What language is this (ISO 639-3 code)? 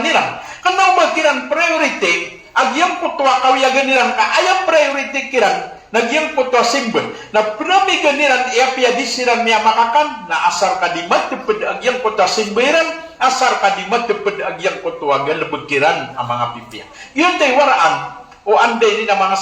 mrw